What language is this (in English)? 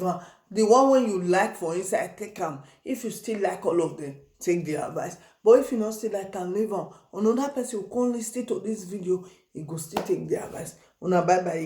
Nigerian Pidgin